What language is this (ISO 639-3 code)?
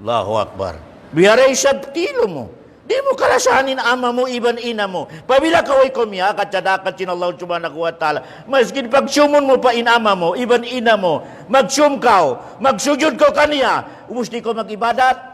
tsg